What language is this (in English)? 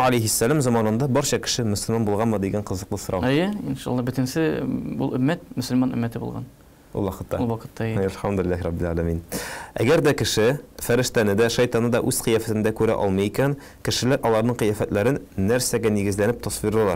Tatar